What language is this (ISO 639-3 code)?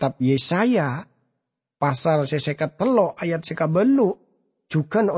mad